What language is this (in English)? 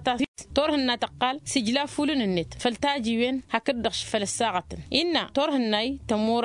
Tamasheq